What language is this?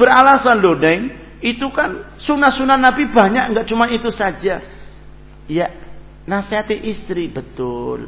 Indonesian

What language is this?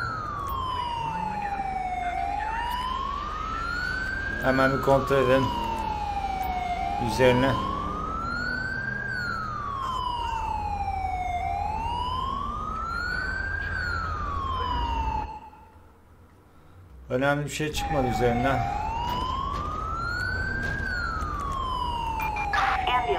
Turkish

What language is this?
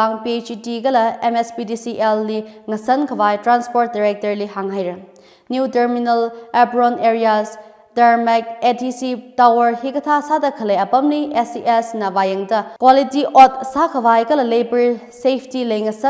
Tangkhul Naga (India)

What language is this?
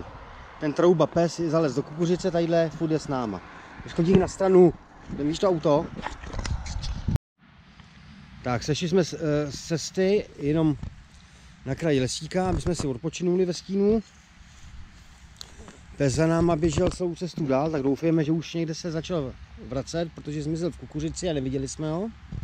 Czech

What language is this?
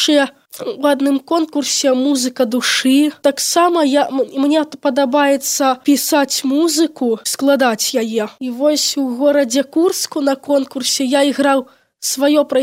Belarusian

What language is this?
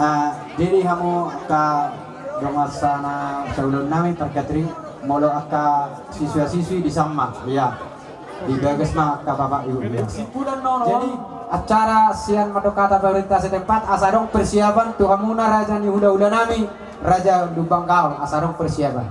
Batak Toba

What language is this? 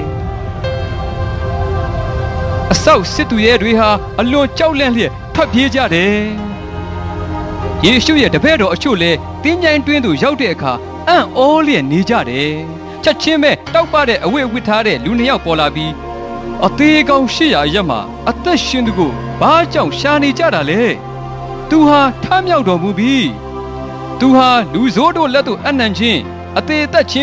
Burmese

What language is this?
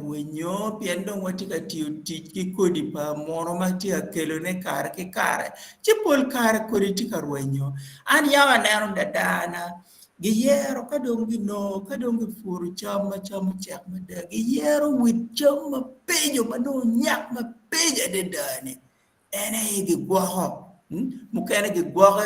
Acoli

